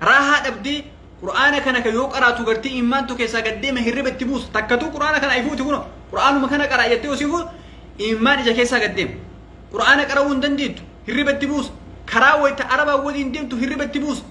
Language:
Oromo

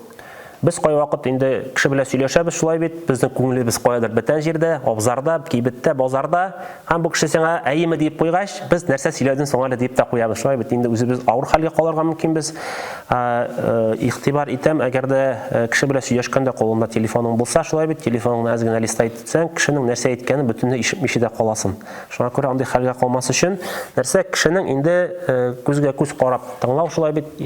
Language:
Tatar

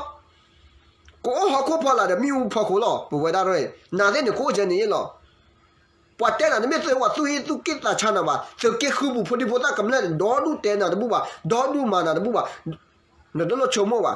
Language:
S'gaw Karen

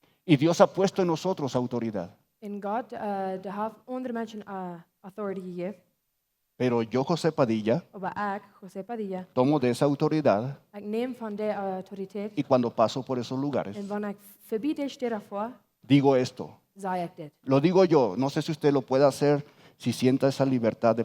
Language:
Plautdietsch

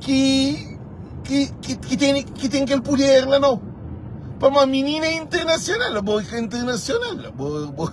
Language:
Kabuverdianu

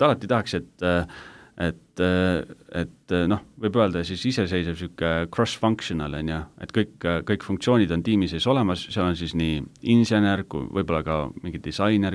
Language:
Estonian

